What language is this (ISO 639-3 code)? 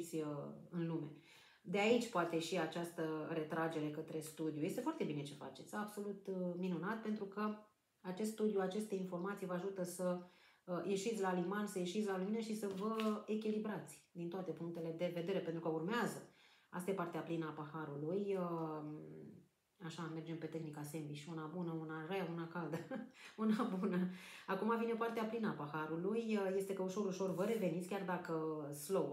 ron